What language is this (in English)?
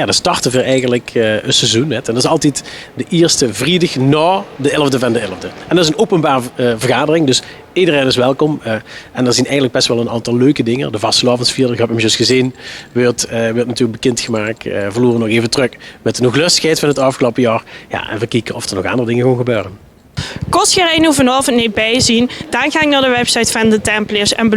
Limburgish